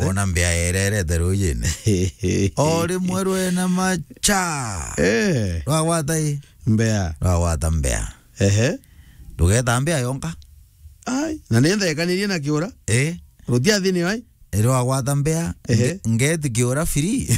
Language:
Meru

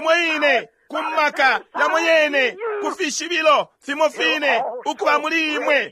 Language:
Bemba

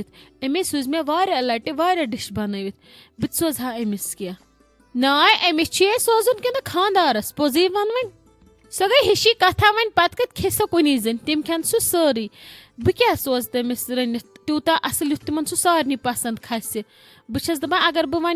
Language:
Kashmiri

